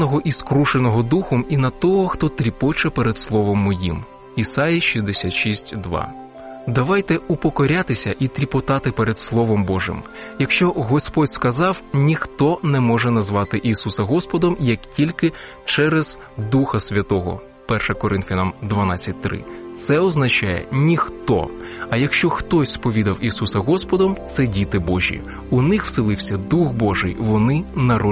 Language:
Ukrainian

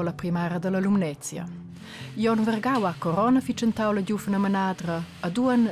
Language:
Romansh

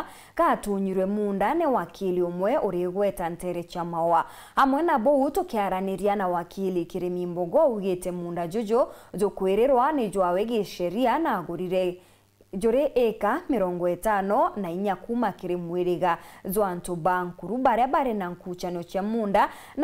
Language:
Meru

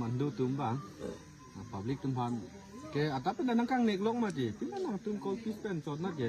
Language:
Karbi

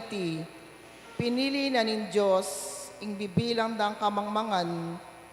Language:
Pampanga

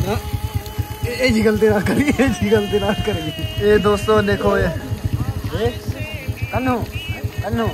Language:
Saraiki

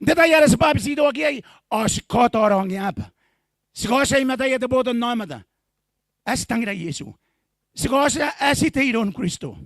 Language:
Gilbertese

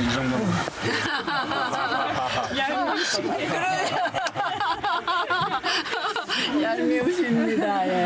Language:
Korean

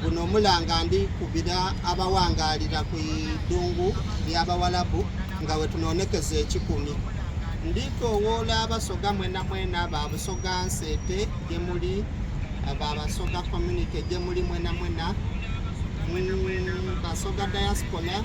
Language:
Soga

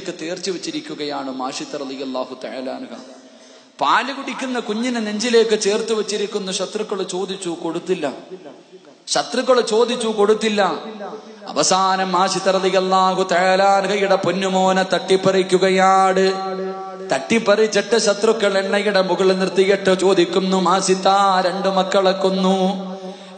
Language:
Malayalam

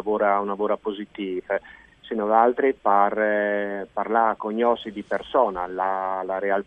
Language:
Friulian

